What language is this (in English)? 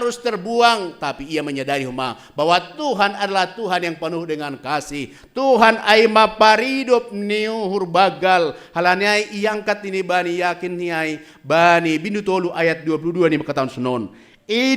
Batak Simalungun